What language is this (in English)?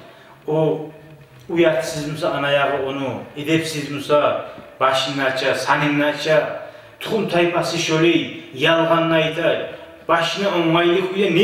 Kumyk